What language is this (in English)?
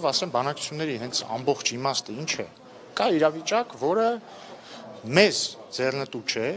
Armenian